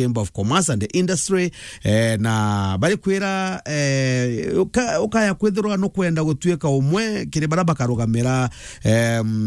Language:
Meru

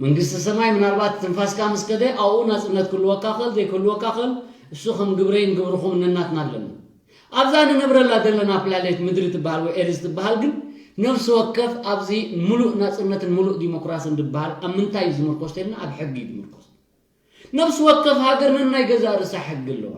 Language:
Tigrinya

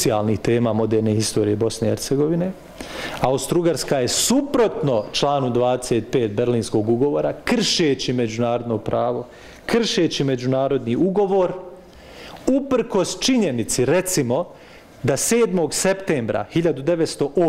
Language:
Bosnian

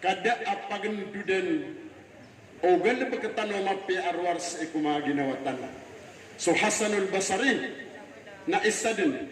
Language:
Maranao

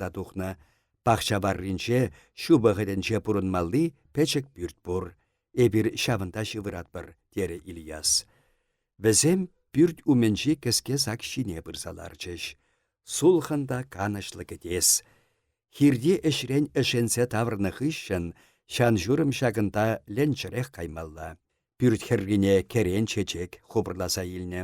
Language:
Chuvash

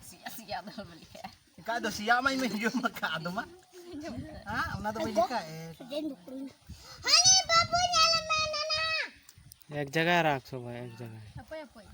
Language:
Santali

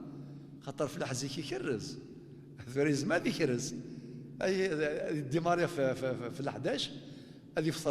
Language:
Kabyle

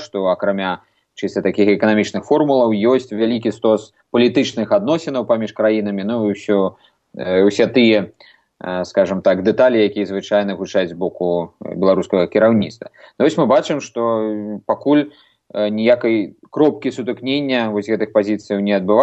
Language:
Belarusian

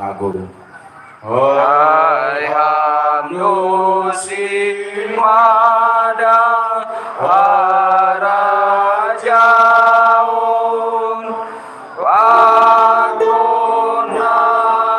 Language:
Batak Simalungun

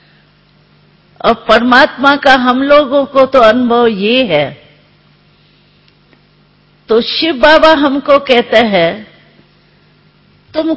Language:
Hindi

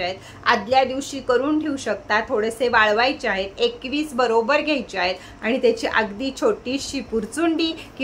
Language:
Marathi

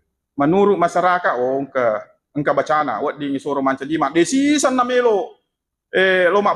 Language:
Buginese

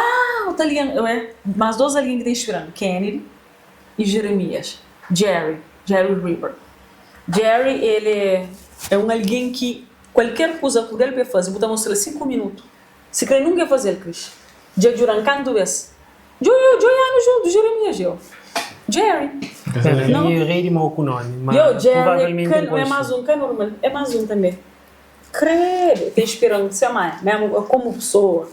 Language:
Kabuverdianu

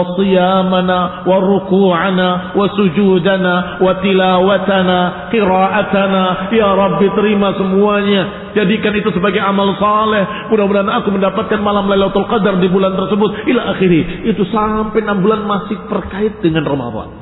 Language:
Indonesian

